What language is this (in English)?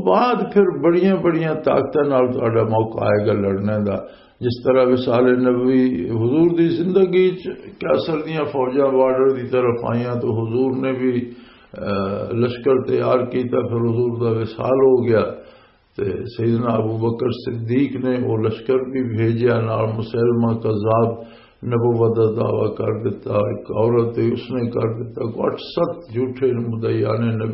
Western Panjabi